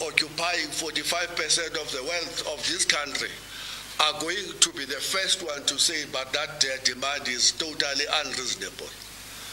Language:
English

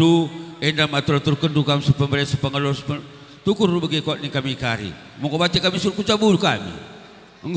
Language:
Batak Karo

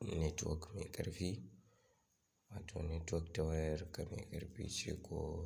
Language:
Hausa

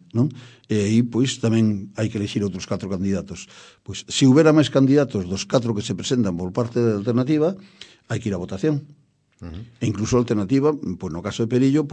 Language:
Galician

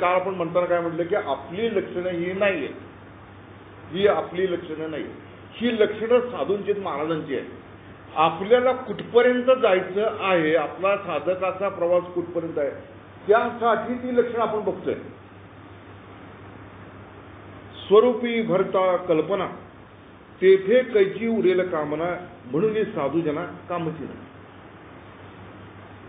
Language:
Marathi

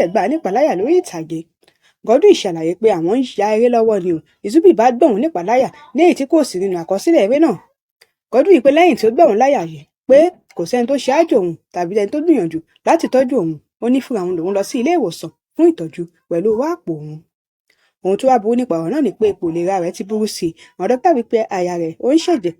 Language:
Yoruba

